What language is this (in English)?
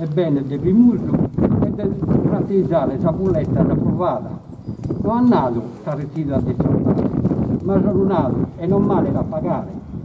Sardinian